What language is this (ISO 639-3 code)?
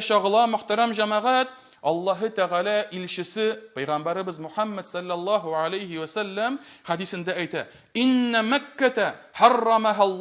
tat